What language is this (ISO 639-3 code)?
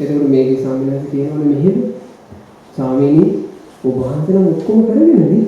sin